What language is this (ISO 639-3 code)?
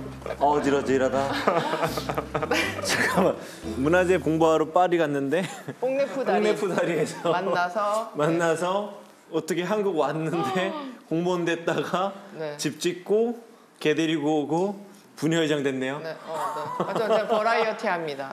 kor